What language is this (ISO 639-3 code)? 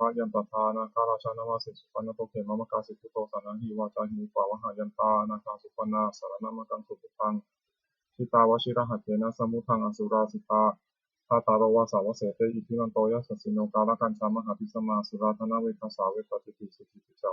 pli